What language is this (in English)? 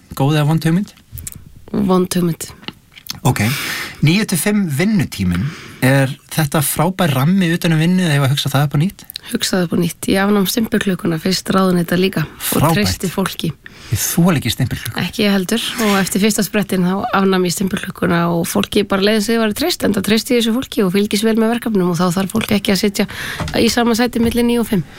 Icelandic